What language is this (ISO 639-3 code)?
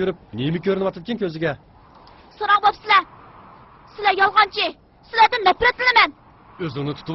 uig